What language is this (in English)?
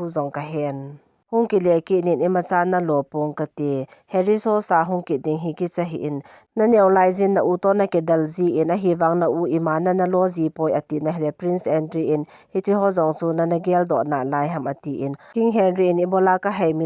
Thado Chin